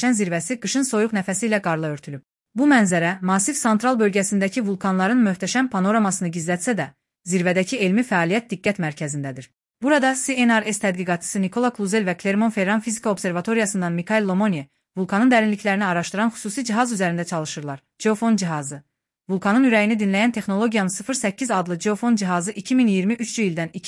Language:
Azerbaijani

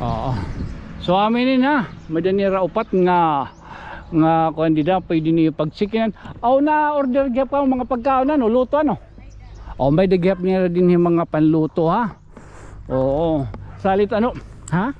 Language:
Waray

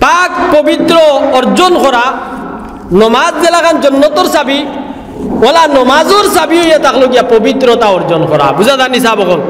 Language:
Sylheti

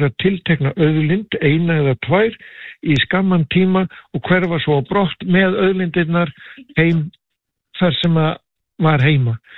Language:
Icelandic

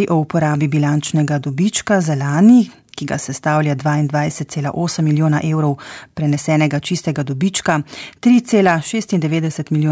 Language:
Slovenian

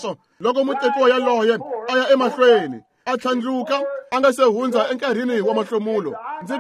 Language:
Tsonga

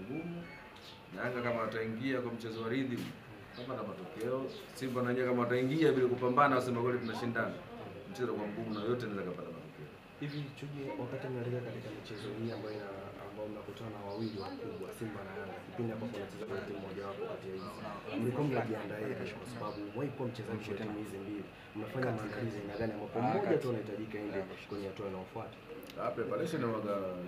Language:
Swahili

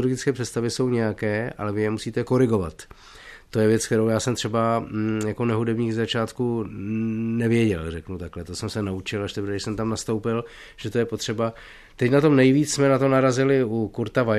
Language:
Czech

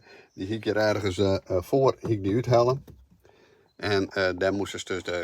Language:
Western Frisian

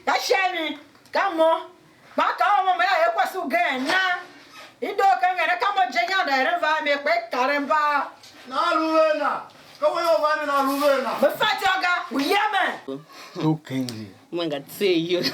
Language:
Tiv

